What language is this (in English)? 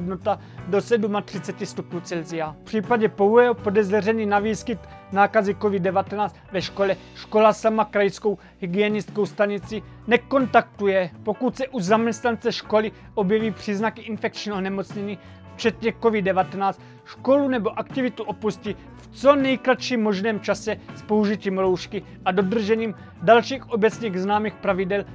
Czech